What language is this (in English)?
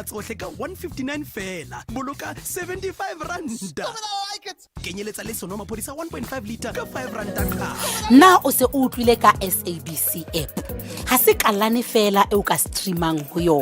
Southern Sotho